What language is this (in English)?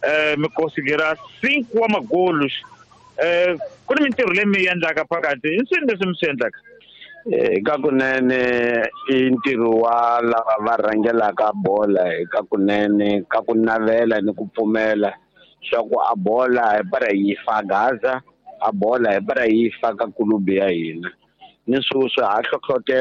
Tsonga